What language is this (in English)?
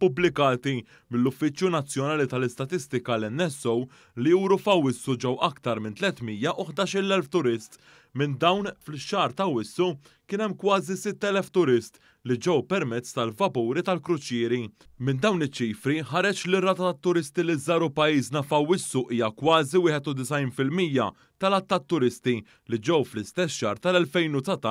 Maltese